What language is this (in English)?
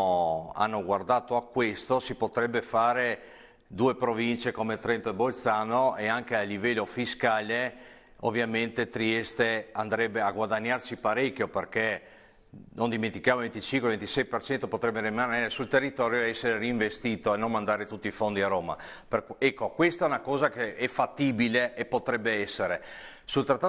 Italian